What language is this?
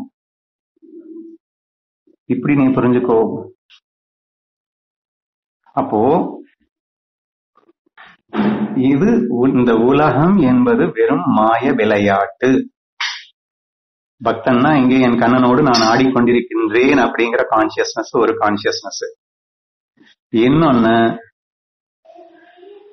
Tamil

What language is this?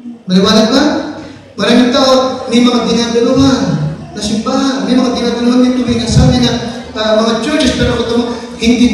Filipino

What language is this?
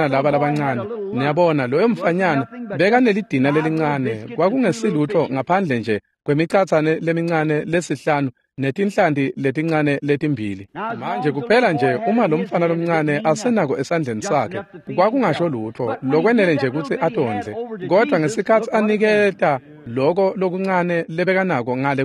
Swati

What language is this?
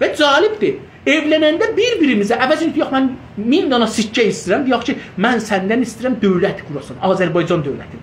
South Azerbaijani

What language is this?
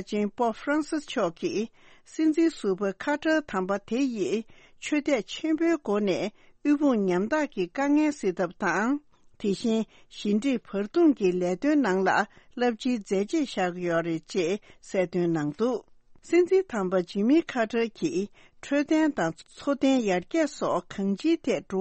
Tibetan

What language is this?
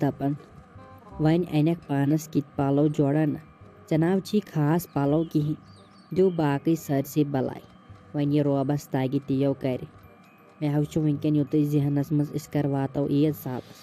Kashmiri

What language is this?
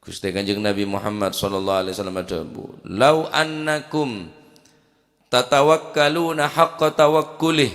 Madurese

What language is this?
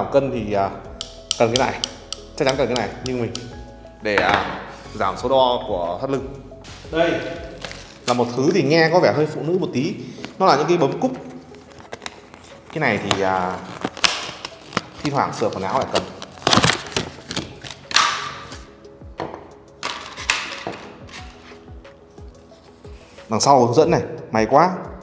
Vietnamese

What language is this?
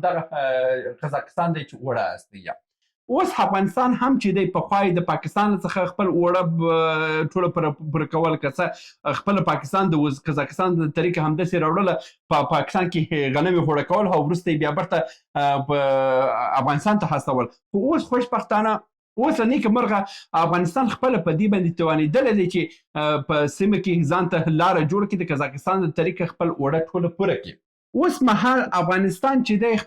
Pashto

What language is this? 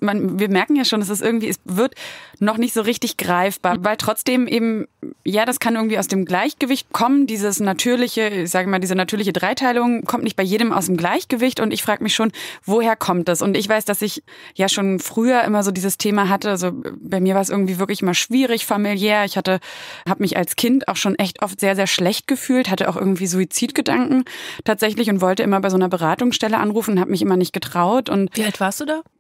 German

